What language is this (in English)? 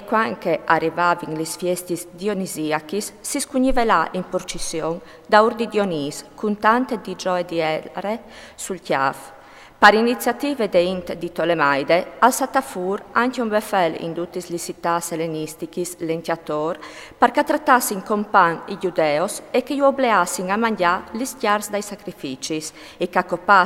Friulian